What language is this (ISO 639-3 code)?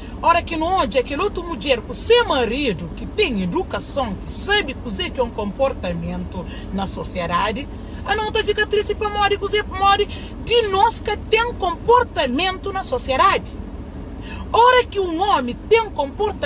kea